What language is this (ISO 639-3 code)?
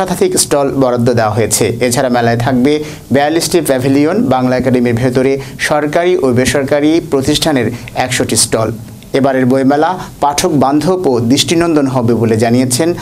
ben